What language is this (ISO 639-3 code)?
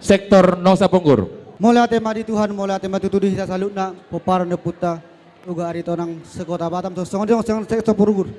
bbc